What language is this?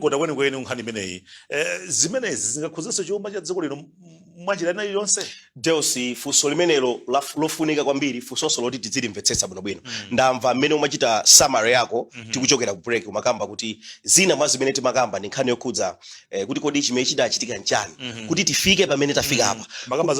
Nyanja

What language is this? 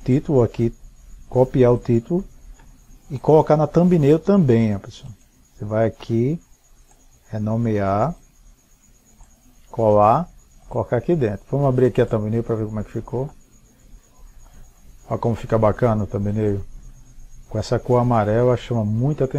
Portuguese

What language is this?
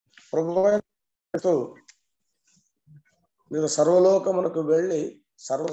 Telugu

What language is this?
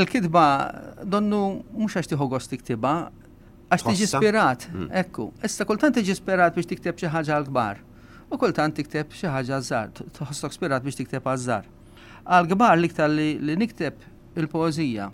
Maltese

